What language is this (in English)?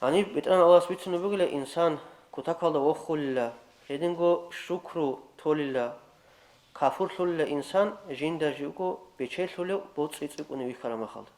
Avaric